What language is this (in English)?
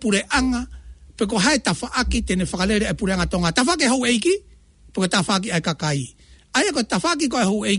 Tongan